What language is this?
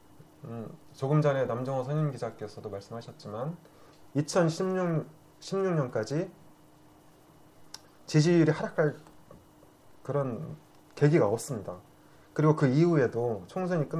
Korean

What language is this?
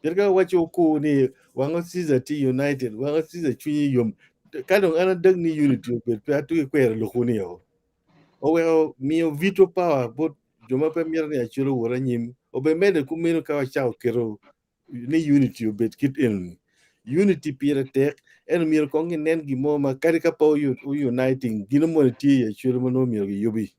Acoli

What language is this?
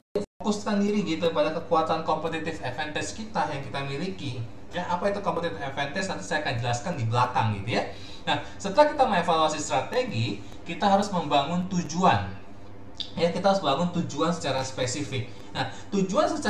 Indonesian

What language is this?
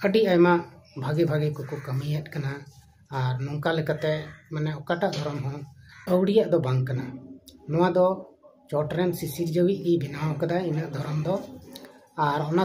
Santali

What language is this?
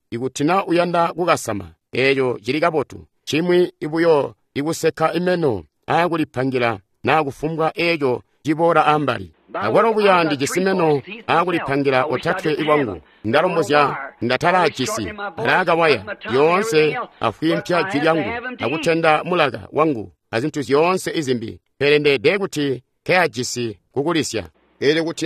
Tonga (Zambia)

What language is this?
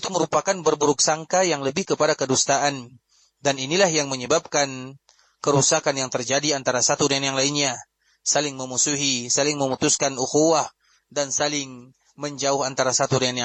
Indonesian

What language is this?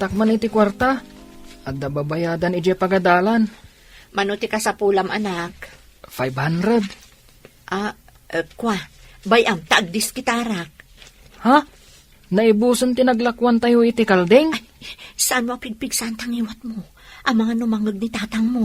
Iloko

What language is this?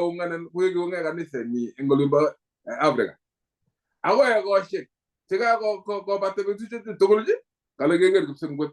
Kalenjin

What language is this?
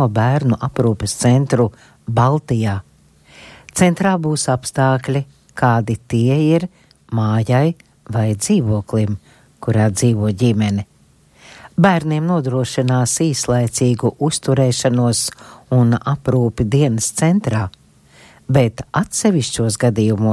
Latvian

